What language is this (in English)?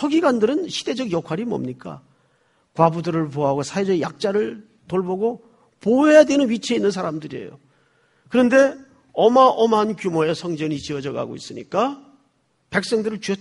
Korean